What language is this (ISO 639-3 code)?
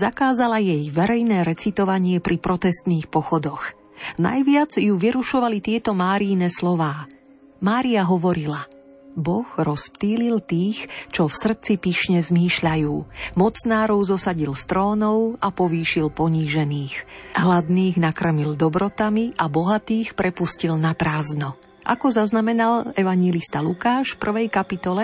slk